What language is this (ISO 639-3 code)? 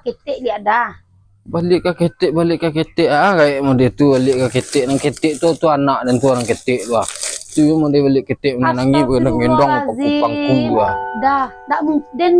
min